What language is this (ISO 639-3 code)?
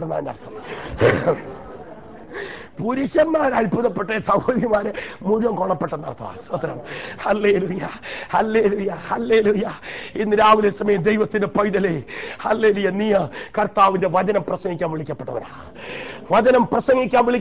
mal